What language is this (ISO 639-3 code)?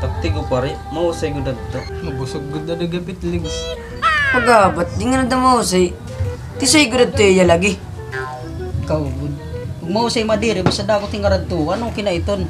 war